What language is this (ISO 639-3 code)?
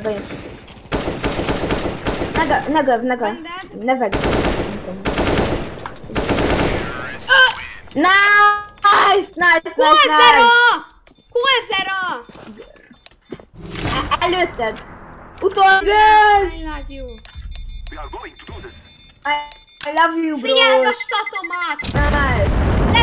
hun